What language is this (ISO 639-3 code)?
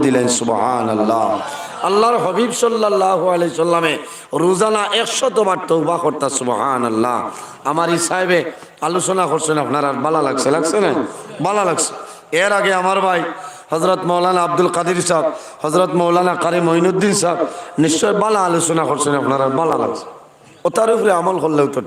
syl